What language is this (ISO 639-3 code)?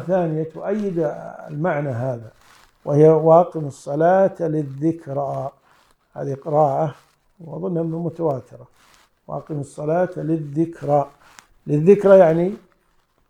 ara